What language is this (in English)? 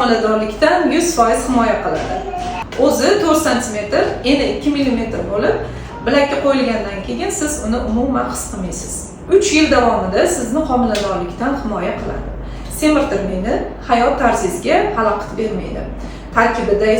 Uzbek